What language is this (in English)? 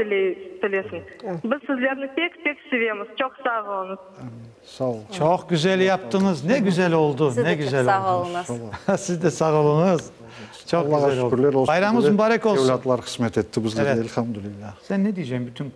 Crimean Tatar